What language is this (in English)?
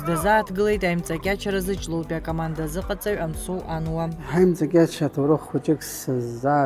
Abkhazian